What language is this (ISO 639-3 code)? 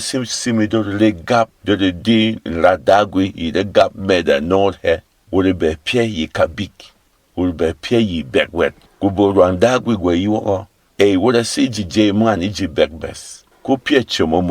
bom